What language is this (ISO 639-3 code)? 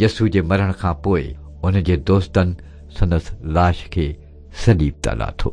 snd